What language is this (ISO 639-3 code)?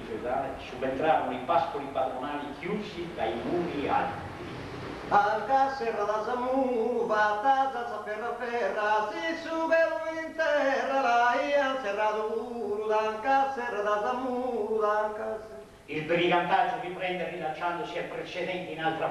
srd